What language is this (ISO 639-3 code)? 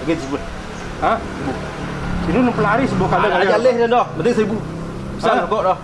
min